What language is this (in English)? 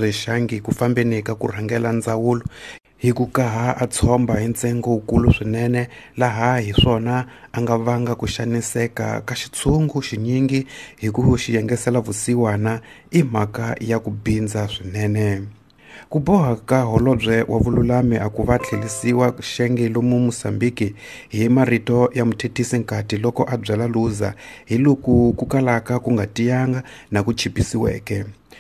Tsonga